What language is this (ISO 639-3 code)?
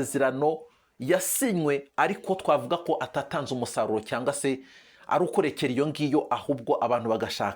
kin